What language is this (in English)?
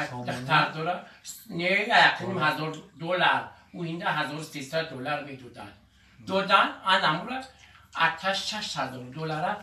Tajik